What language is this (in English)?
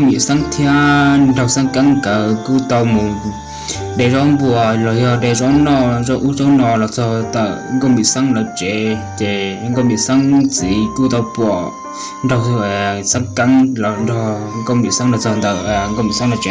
Hmong